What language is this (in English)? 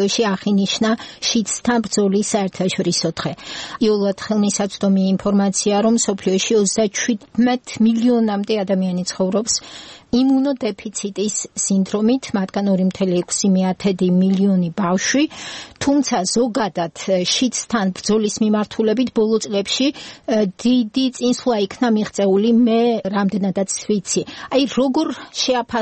Georgian